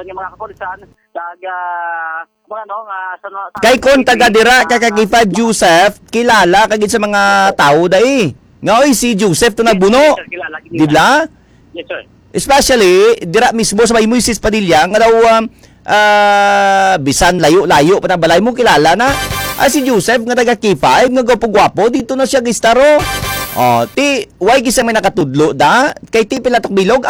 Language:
Hiligaynon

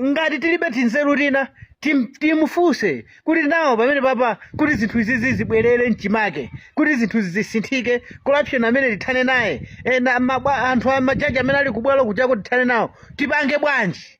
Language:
Nyanja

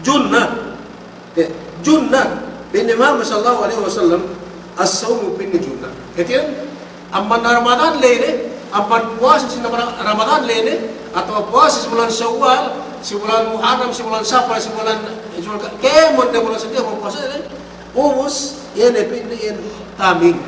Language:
Yakan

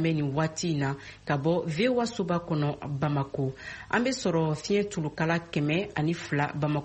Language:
Bambara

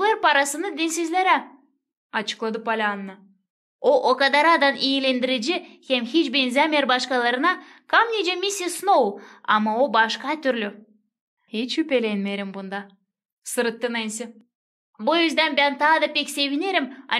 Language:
Gagauz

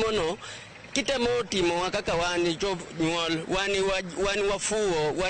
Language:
Luo (Kenya and Tanzania)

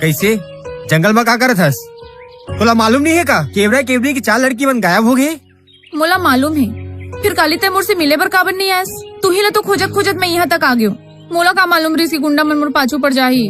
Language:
Chhattisgarhi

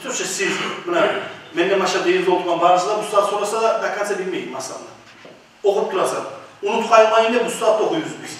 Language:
Kumyk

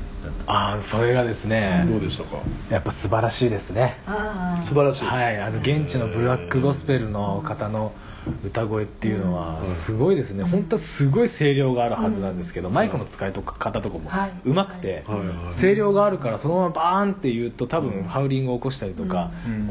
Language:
Japanese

